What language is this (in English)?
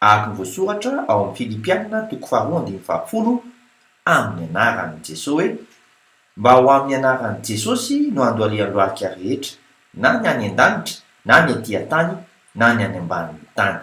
Malagasy